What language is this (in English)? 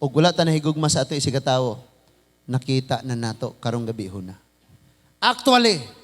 Cebuano